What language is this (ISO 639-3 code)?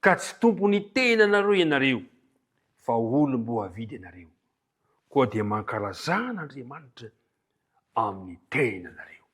mlg